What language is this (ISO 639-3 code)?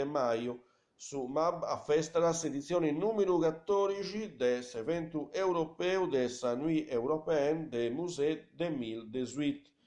srd